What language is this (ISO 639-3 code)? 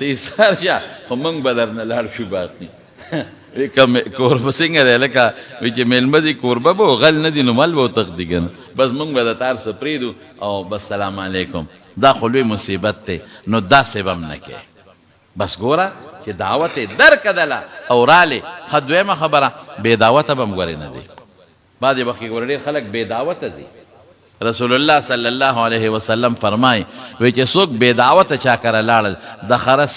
pus